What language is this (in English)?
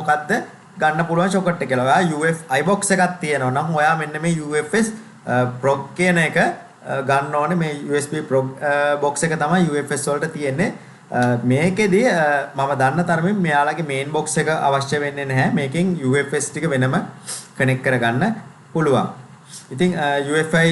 Sinhala